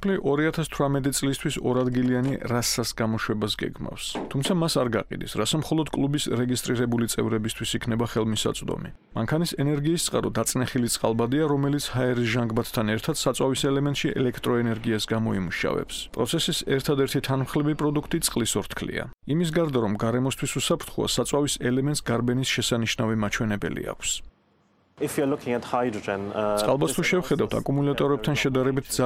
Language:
Georgian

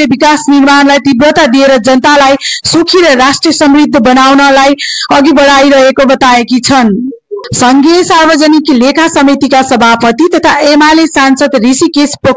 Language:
Nepali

